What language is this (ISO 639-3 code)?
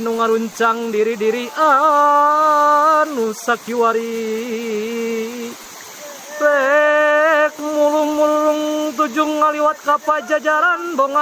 sun